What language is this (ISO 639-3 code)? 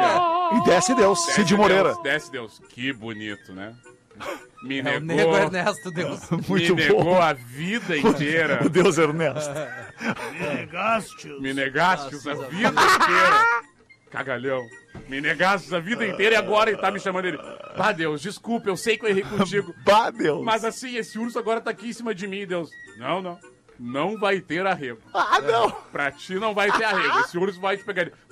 por